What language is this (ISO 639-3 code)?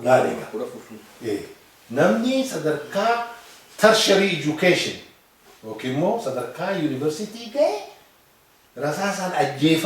orm